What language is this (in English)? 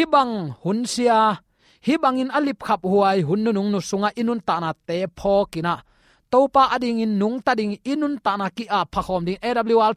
Tedim Chin